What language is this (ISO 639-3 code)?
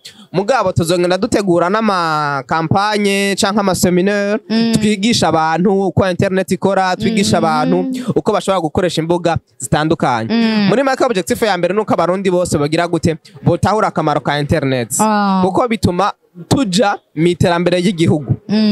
run